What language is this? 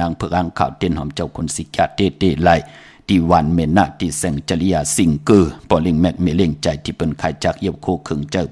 Shan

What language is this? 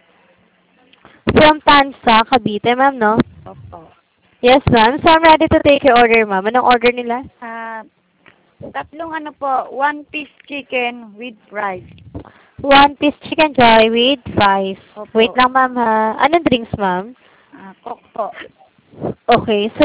Filipino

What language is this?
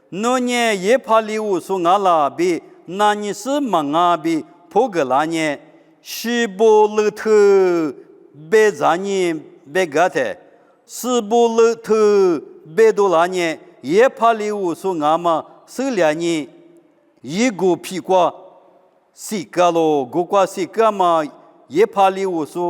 Lisu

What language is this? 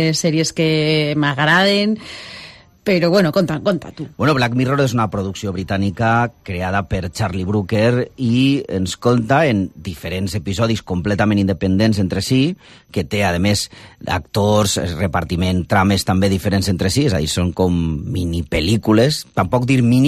Catalan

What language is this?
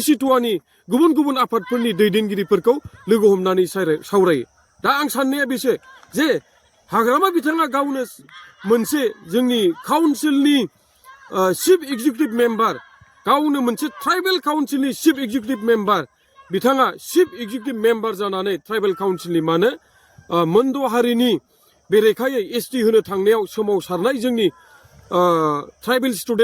Bodo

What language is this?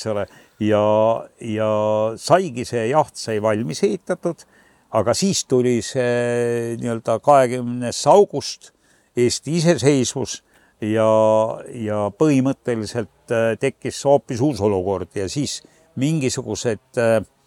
Estonian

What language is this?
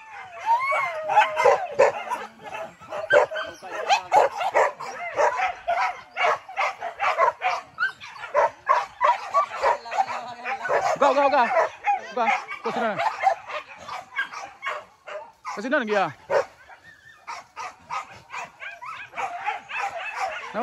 Malay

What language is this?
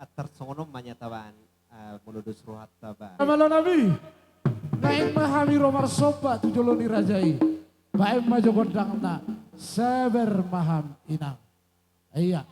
Batak Toba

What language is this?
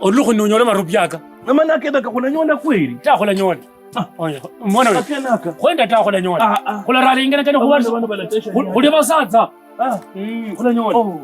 Kabras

